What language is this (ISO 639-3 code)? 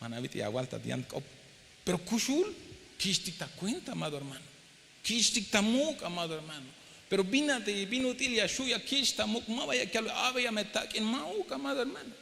tzh